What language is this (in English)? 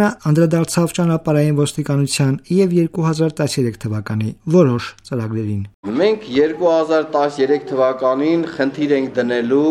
Armenian